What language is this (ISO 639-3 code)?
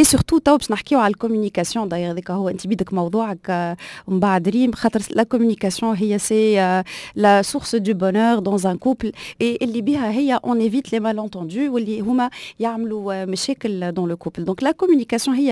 aeb